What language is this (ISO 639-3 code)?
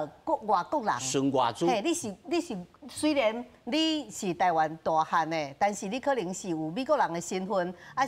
nan